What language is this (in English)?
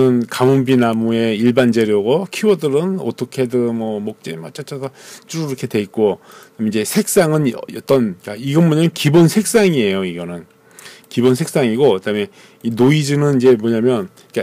Korean